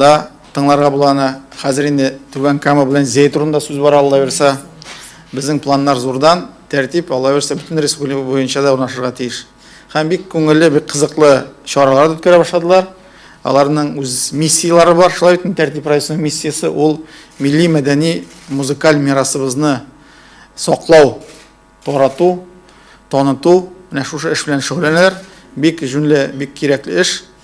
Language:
Tatar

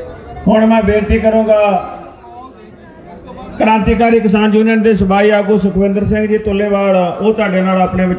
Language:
Punjabi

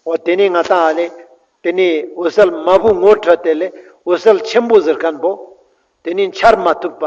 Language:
Ladakhi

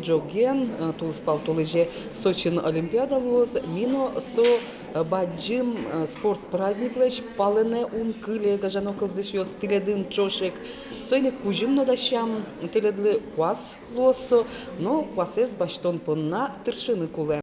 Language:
Udmurt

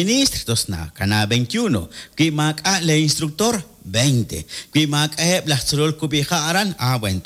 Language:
Kekchí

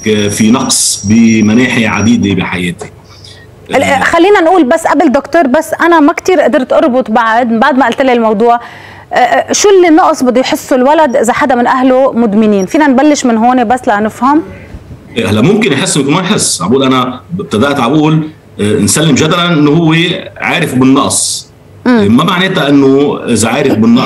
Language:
North Levantine Arabic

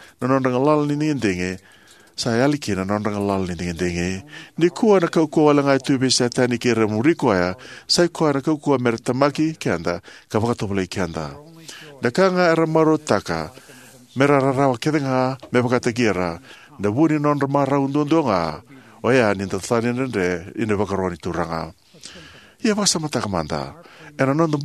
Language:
Fijian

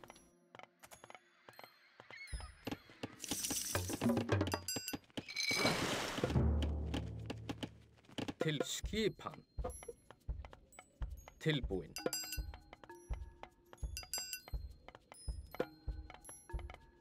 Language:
Icelandic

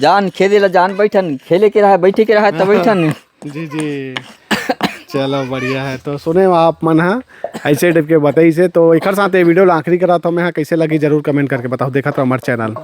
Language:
Chhattisgarhi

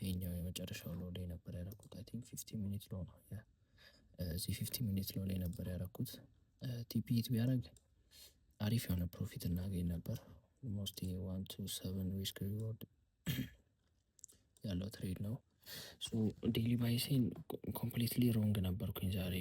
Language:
Amharic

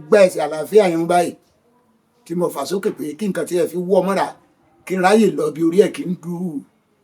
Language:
Yoruba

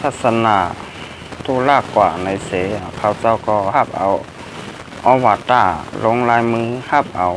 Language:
Shan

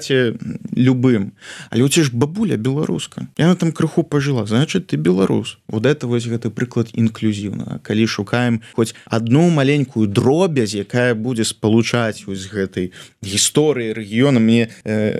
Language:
Belarusian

